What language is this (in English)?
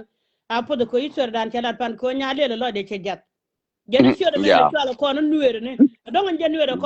Nuer